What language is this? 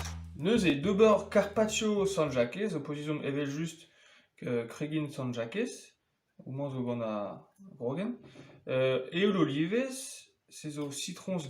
Breton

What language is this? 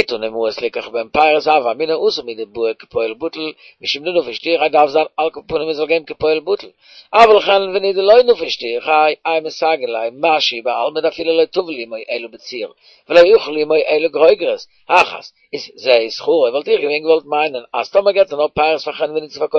Yiddish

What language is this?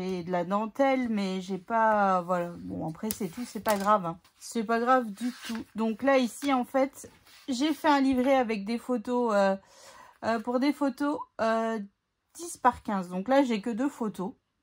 French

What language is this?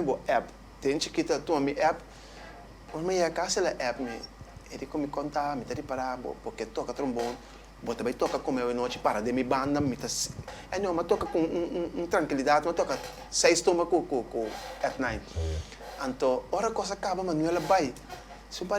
Papiamento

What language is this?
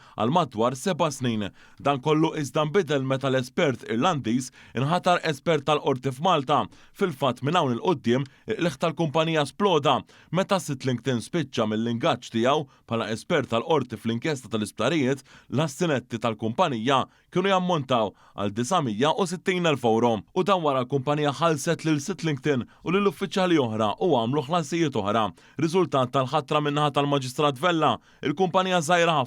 Maltese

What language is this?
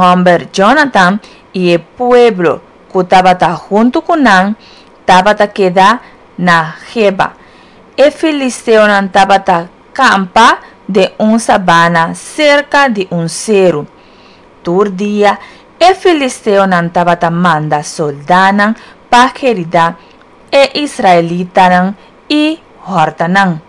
Papiamento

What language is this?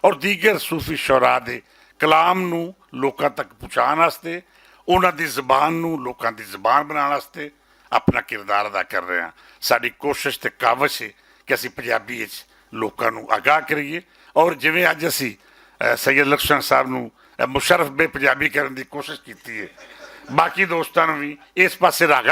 Western Panjabi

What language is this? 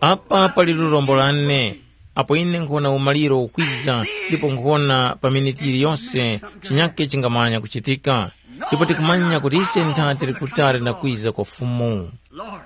Tumbuka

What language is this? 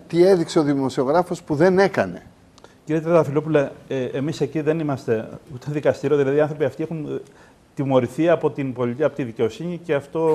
Greek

